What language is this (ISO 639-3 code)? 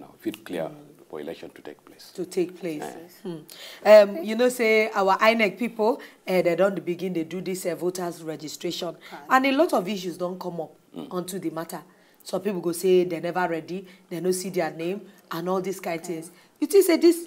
pcm